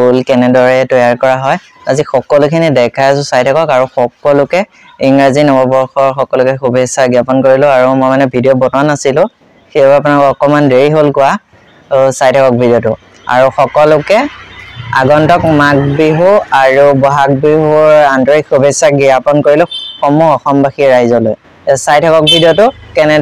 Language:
Assamese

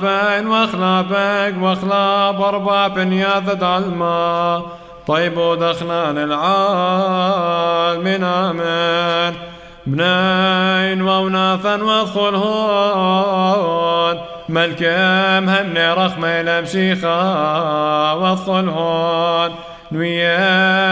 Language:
Classical Syriac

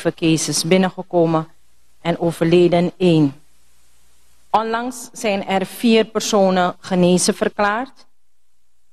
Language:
Dutch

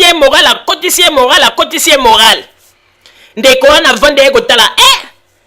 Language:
Lingala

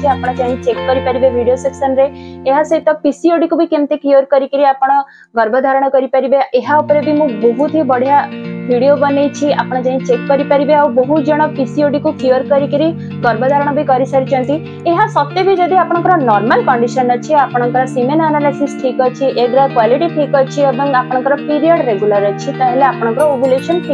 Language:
Odia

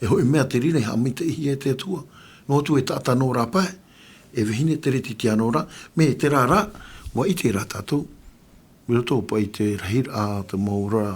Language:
Tahitian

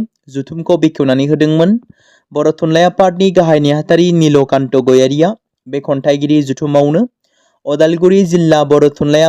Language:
Bodo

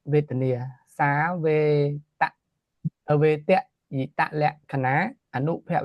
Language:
Khmer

